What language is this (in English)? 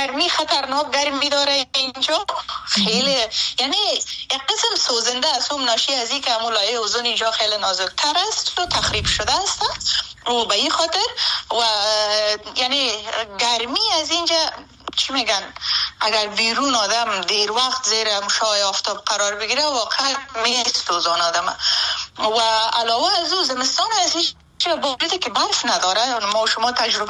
Persian